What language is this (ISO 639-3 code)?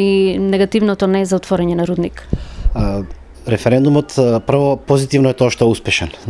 mkd